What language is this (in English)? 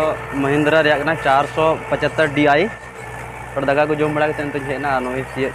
Santali